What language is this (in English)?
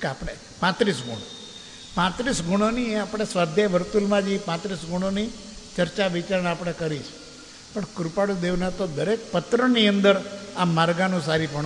Gujarati